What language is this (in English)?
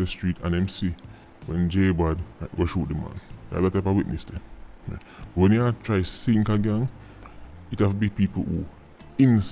Jamaican Creole English